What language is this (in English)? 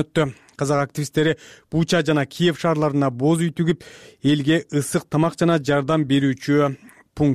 Kyrgyz